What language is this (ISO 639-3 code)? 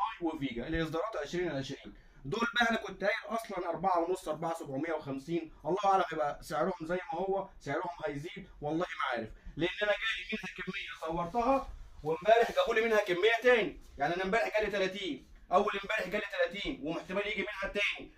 arz